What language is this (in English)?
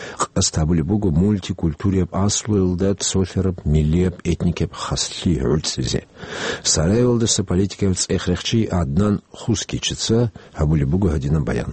Avaric